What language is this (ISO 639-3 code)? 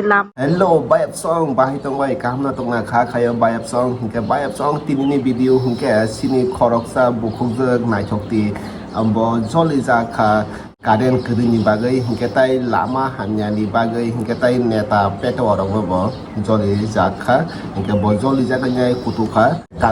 trp